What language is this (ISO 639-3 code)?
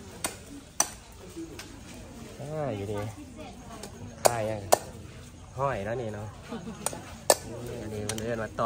tha